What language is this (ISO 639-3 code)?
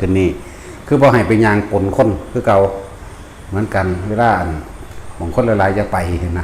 tts